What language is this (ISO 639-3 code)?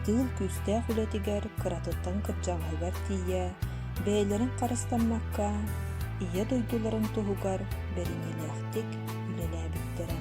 sah